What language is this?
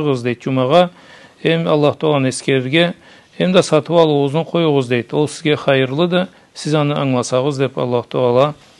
Karachay-Balkar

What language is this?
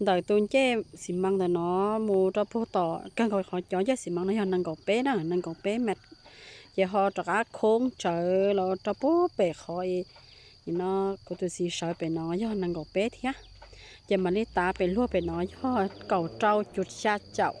Hmong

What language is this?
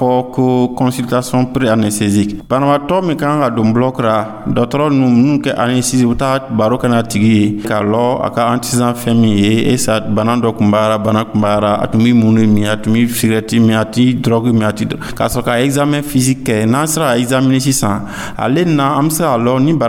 Dyula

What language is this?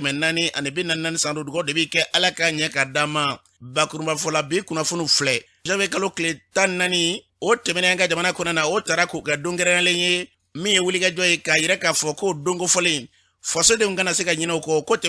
Bambara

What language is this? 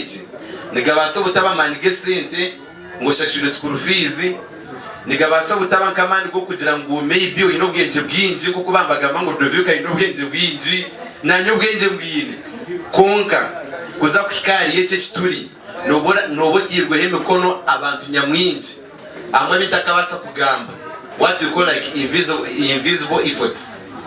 Nyankole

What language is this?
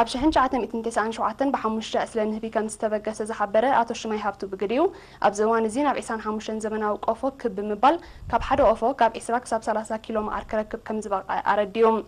Tigrinya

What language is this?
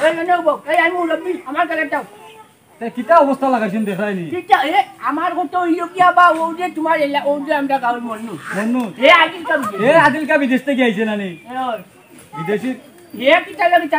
Sylheti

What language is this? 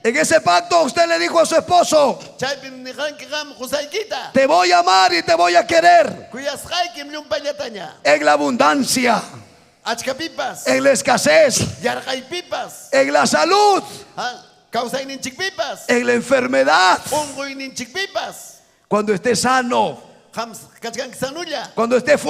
Ayacucho Quechua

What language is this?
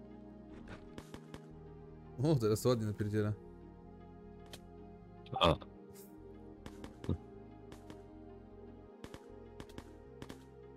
Polish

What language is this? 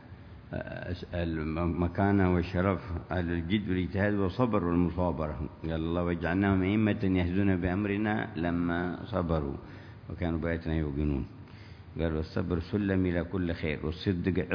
Arabic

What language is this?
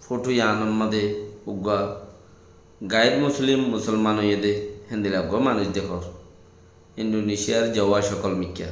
Rohingya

